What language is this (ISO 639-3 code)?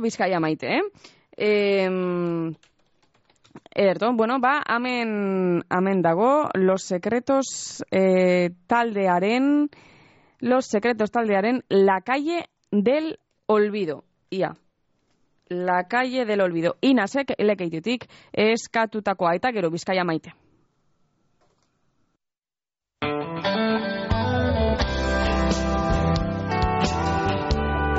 eus